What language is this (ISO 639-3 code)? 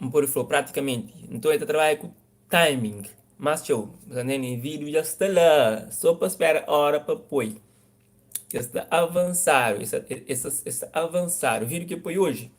kea